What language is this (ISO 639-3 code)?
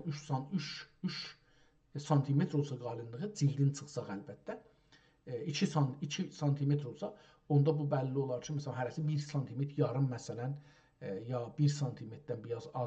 azb